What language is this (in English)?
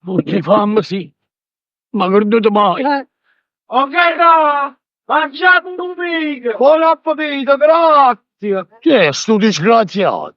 Neapolitan